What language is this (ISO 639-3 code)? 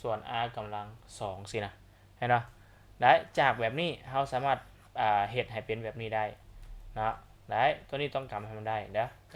lao